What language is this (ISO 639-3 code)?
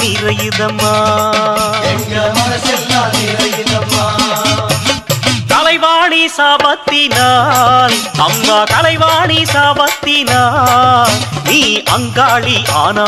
tam